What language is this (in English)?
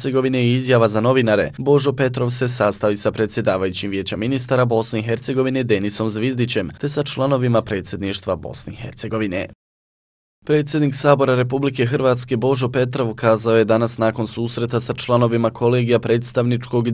Bosnian